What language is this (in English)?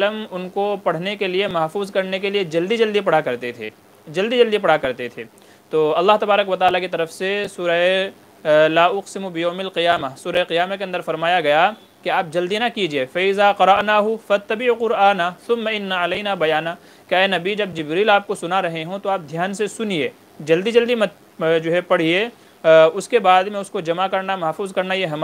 Urdu